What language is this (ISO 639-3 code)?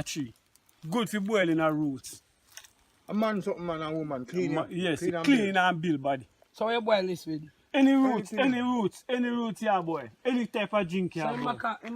jam